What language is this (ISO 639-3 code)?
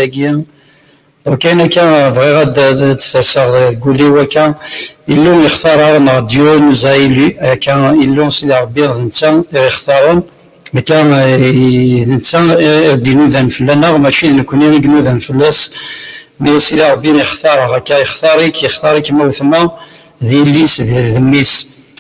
kab